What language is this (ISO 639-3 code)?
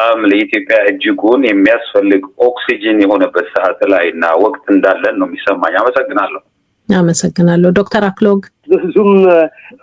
amh